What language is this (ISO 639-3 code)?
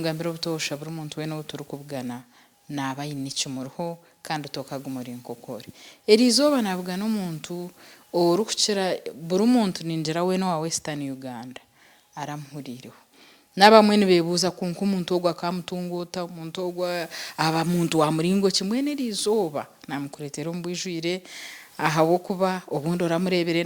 nyn